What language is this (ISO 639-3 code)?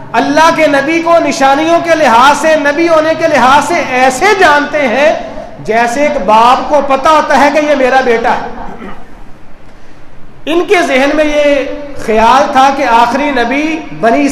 urd